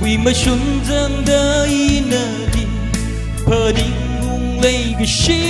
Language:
Tangkhul Naga (India)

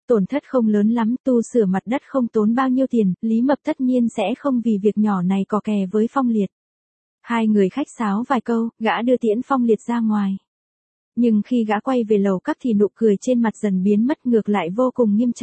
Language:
Vietnamese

